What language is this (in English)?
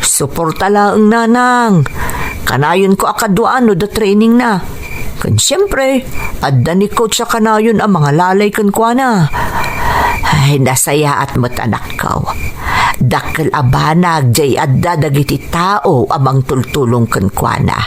Iloko